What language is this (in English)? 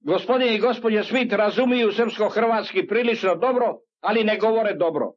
Serbian